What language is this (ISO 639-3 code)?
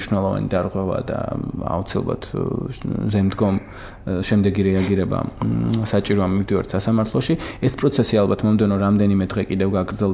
kat